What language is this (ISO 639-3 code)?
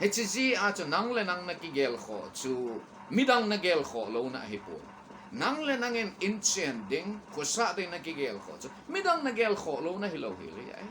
tcz